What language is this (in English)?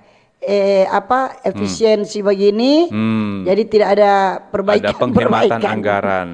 Manado Malay